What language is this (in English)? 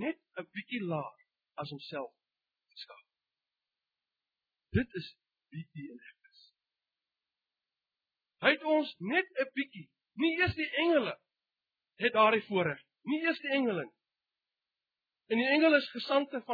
Afrikaans